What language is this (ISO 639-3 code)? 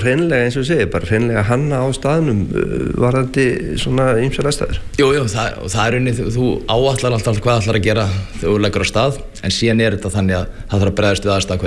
isl